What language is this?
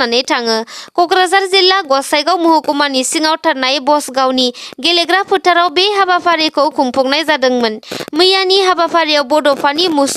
Bodo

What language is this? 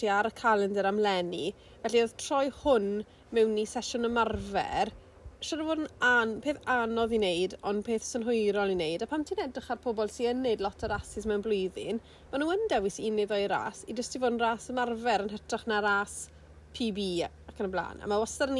Welsh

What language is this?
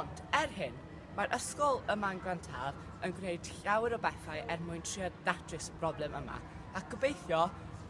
Welsh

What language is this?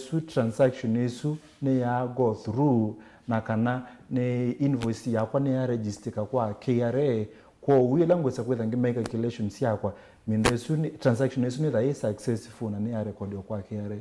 Kamba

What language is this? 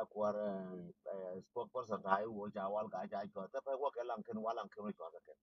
Nuer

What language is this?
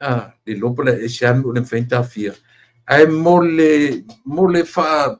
Samoan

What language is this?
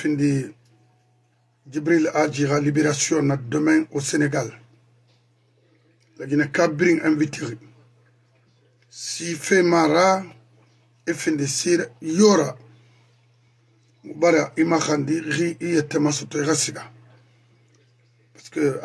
French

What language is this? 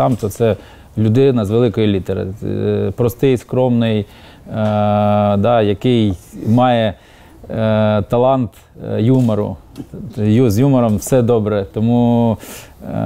Ukrainian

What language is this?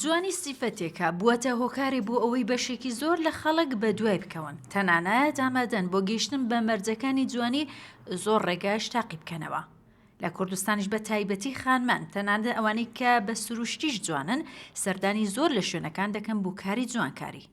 Central Kurdish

